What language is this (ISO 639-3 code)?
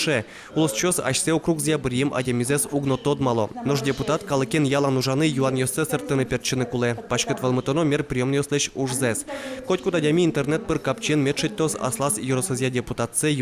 udm